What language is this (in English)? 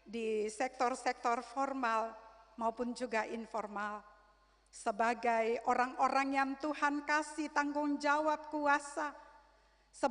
Ambonese Malay